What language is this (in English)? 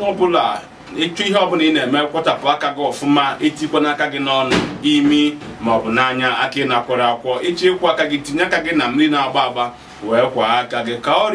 Igbo